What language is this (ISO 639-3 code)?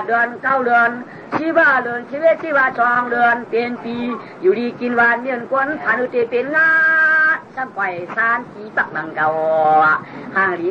shn